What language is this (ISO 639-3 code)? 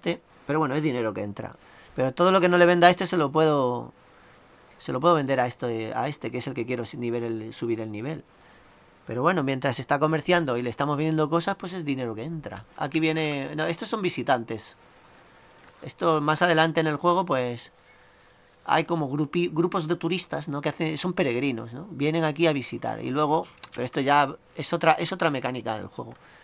spa